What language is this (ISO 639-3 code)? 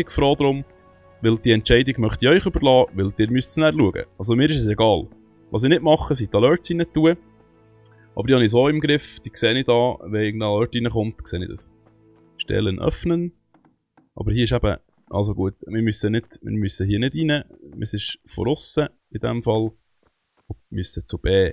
gsw